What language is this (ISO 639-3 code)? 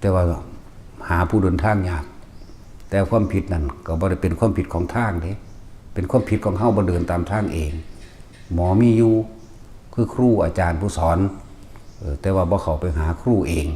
lao